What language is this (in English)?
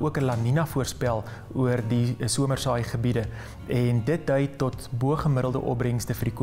Afrikaans